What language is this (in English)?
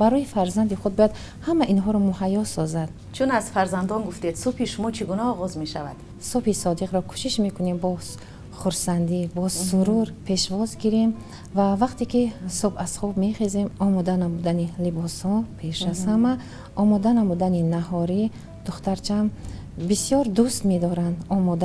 Tajik